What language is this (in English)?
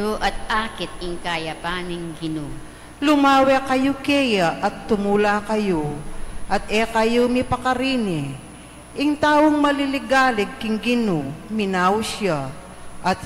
Pampanga